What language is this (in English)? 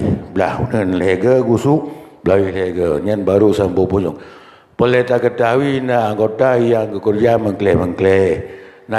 Achinese